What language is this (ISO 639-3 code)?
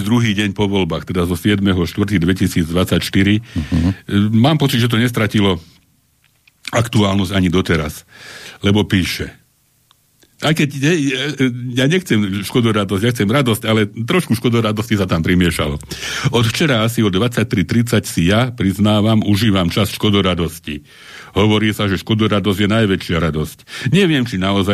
slk